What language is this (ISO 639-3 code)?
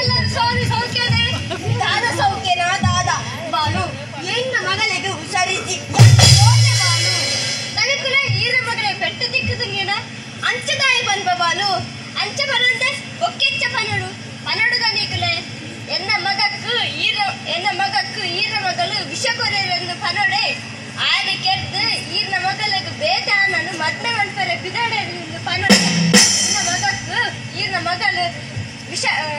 tcy